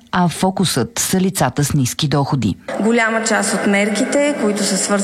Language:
Bulgarian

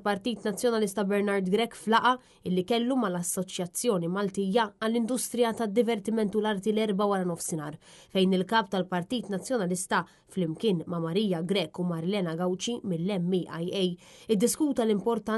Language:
Maltese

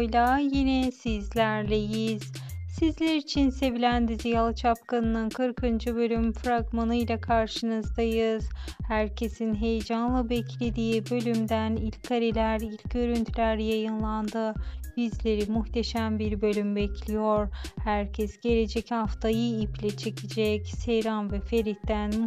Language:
Turkish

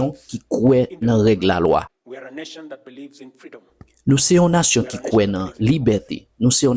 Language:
Haitian Creole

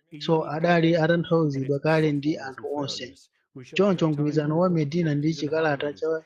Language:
Nyanja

